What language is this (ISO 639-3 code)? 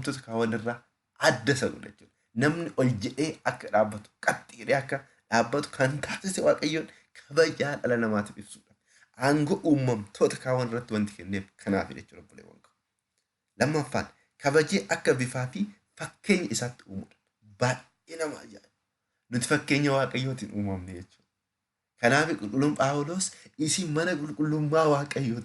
orm